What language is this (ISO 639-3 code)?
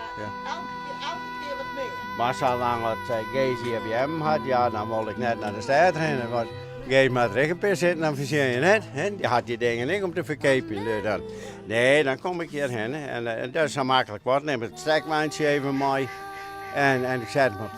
fry